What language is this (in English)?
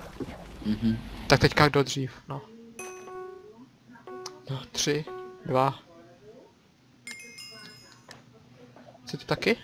Czech